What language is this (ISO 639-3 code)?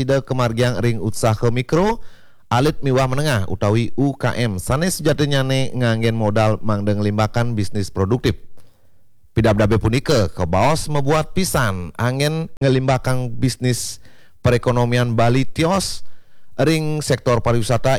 ban